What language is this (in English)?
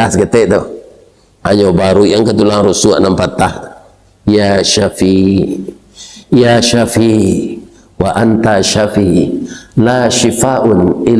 Minangkabau